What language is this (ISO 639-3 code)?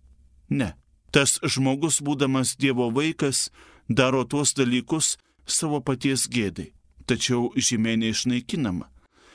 lit